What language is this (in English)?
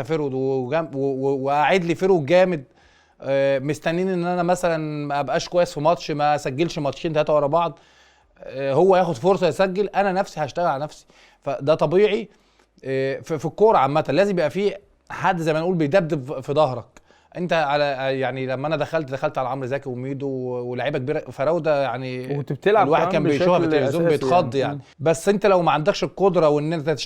Egyptian Arabic